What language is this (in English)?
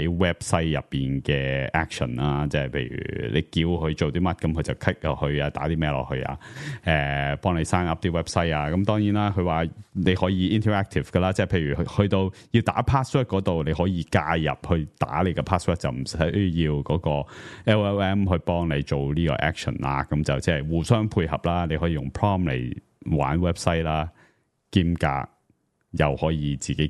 Cantonese